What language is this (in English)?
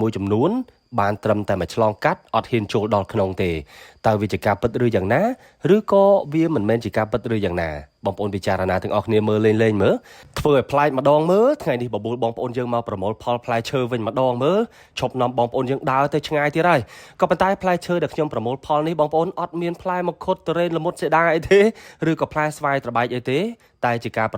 Khmer